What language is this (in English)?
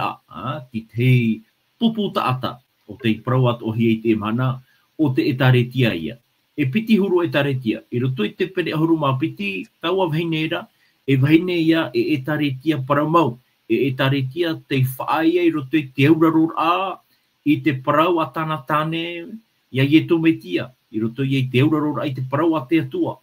Tahitian